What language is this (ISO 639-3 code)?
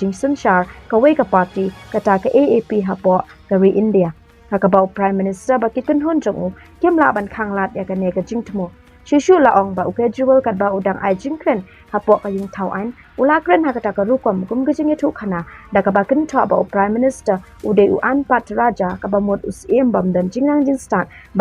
kha